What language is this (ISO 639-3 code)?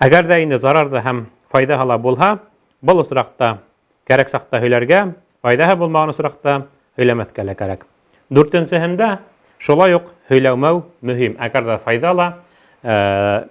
bak